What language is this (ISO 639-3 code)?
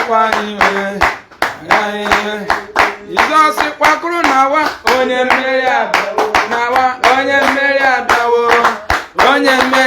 ibo